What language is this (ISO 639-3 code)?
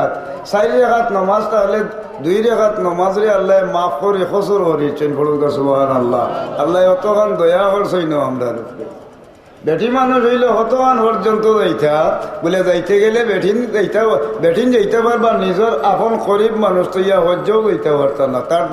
syl